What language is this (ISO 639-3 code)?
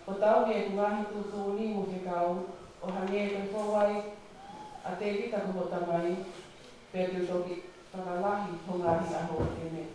ton